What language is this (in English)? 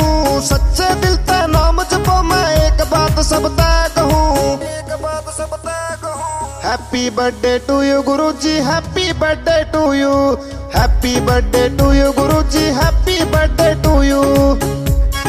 Haryanvi